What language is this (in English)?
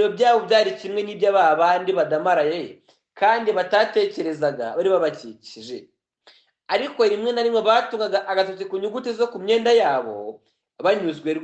Kinyarwanda